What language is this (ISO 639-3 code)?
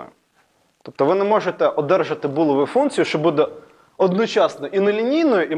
ukr